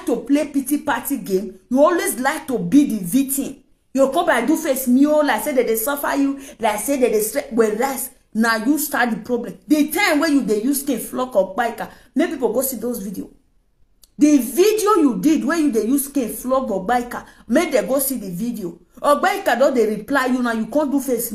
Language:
Nigerian Pidgin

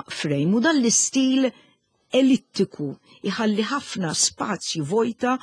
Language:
Maltese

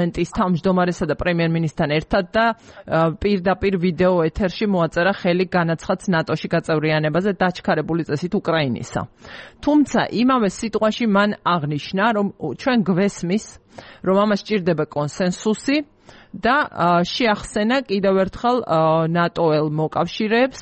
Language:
Georgian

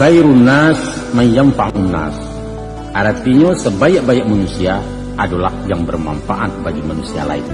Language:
Minangkabau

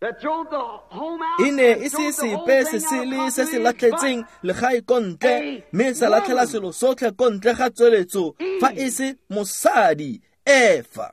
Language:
Tswana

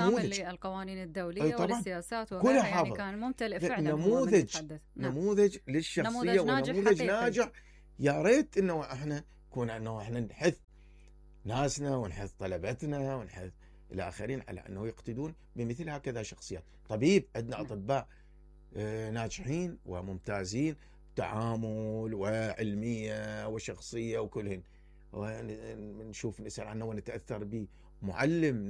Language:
Mesopotamian Arabic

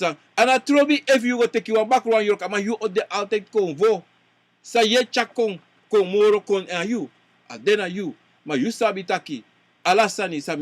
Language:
Sranan Tongo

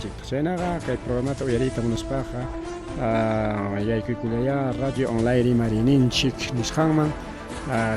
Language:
Ayacucho Quechua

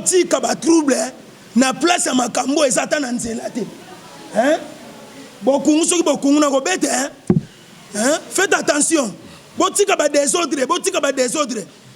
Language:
Lingala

